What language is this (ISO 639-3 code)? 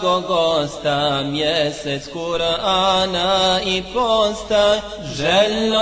bos